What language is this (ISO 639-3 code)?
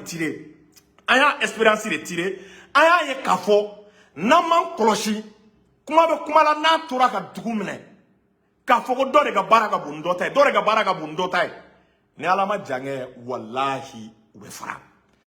bam